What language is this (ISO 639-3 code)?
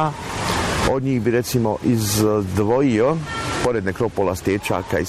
bos